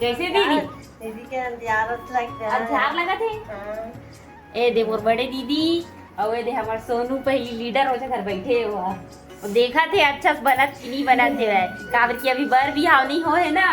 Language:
Chhattisgarhi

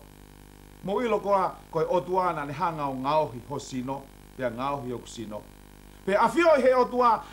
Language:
Tongan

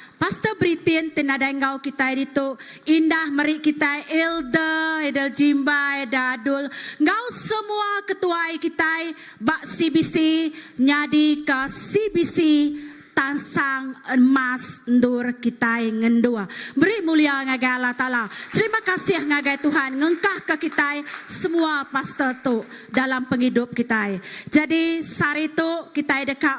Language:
Iban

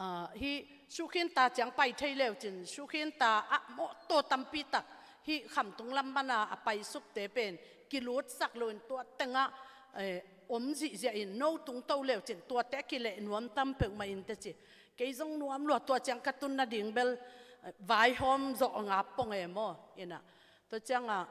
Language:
Tedim Chin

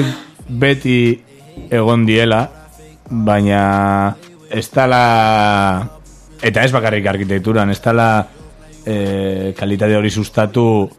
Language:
Basque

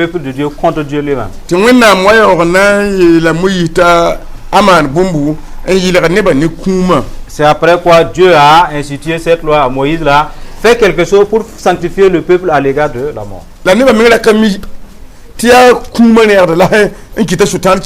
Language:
Mossi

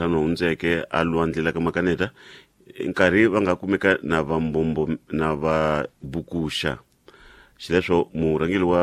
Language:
Tsonga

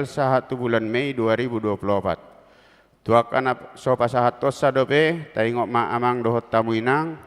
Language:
Batak Toba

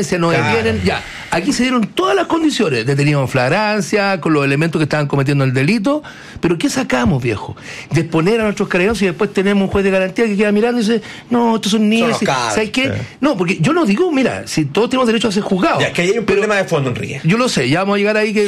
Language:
Spanish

